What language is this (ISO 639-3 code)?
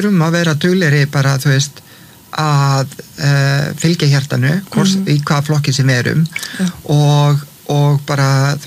isl